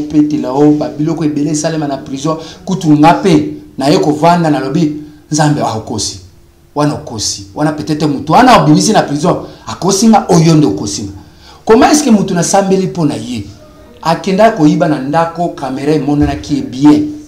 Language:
Lingala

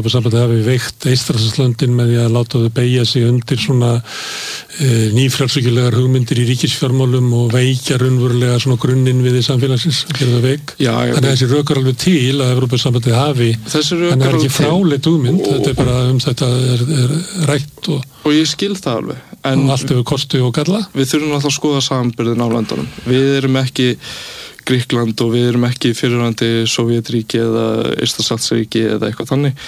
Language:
Icelandic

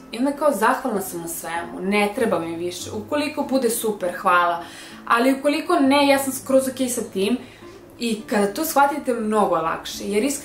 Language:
Serbian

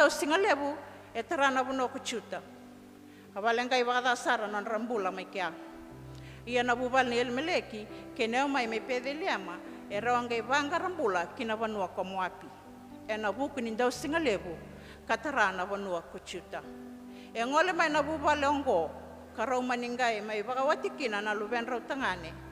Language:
Fijian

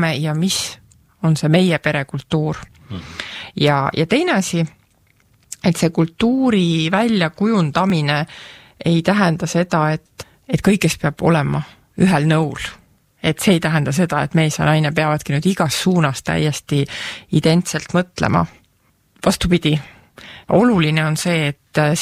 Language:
Estonian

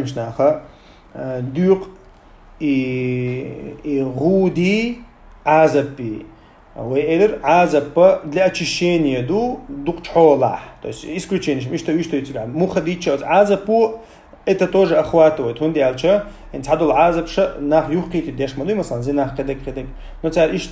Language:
Chechen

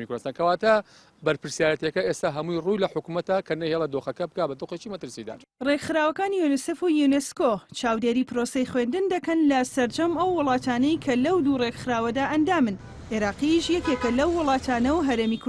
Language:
Central Kurdish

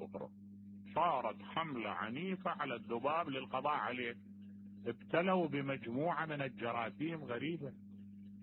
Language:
Mesopotamian Arabic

